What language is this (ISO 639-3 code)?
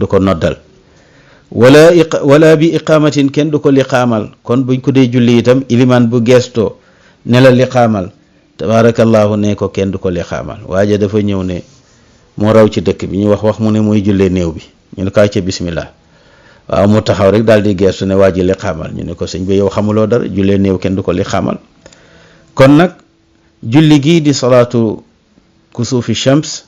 wol